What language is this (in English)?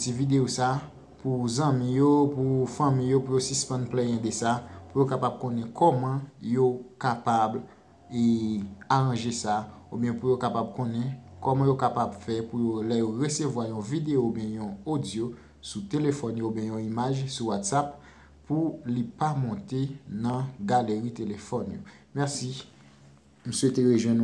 Haitian Creole